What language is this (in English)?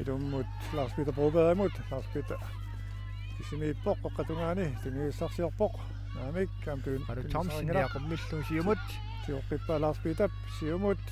Kalaallisut